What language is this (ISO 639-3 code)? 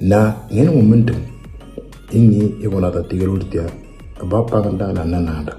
mor